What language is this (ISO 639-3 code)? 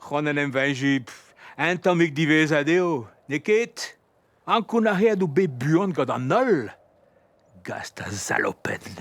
bre